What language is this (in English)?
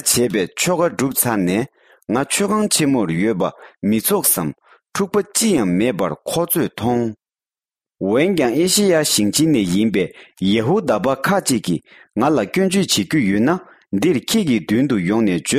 Tibetan